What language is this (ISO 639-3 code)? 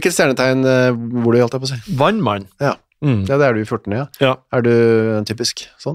nor